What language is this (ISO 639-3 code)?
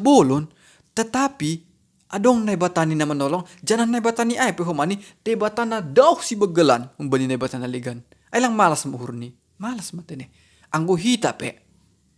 bts